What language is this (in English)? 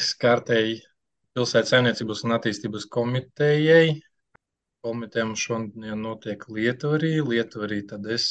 Latvian